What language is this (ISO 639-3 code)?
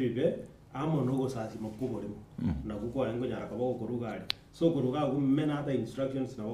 guz